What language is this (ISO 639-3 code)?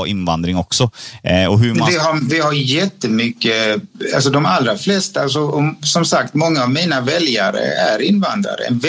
swe